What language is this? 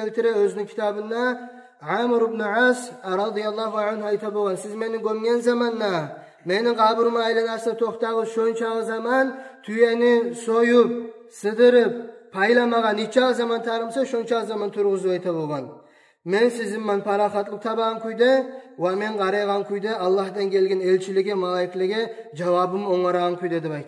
Kumyk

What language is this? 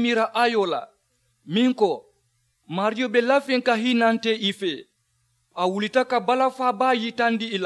Mandingo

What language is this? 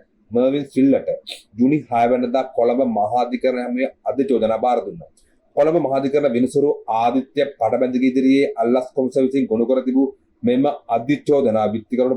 Sinhala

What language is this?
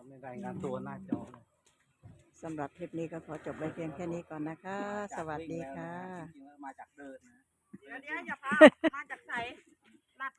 Northeastern Thai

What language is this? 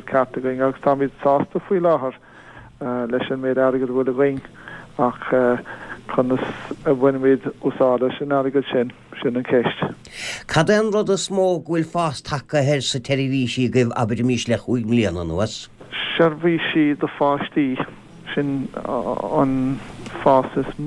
Irish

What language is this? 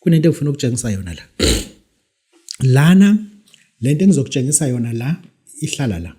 Zulu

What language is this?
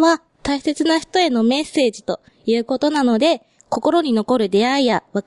Japanese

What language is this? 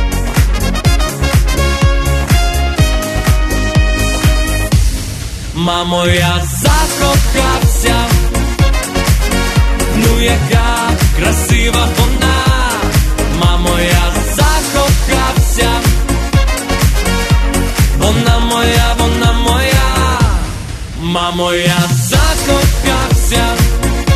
Ukrainian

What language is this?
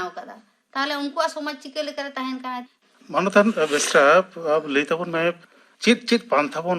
Santali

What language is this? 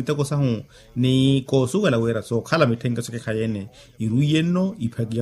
Makhuwa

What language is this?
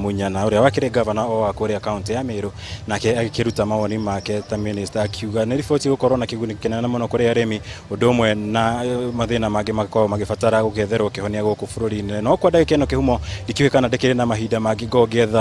Kikuyu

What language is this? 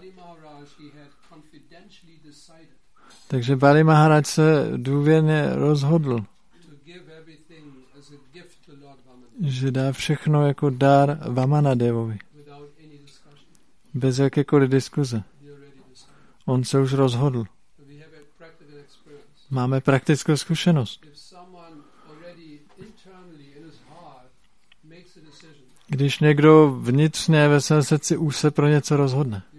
Czech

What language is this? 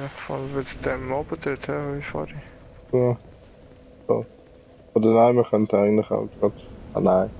Swiss German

